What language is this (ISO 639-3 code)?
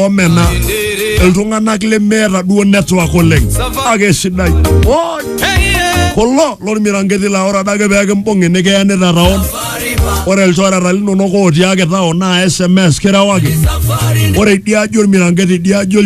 mas